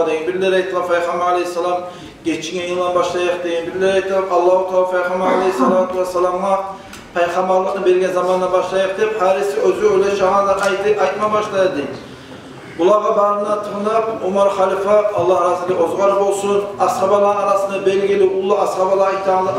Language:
Kumyk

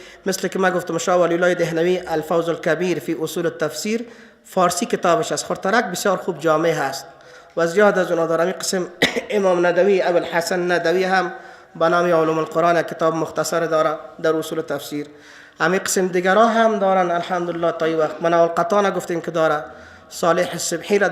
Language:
Persian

